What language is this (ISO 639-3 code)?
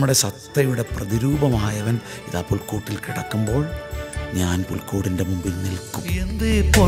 mal